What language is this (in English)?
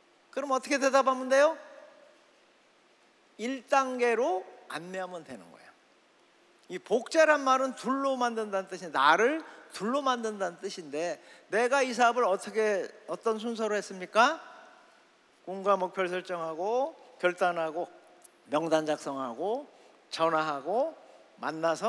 Korean